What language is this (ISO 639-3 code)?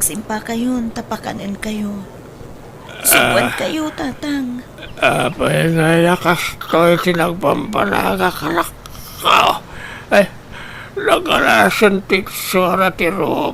ilo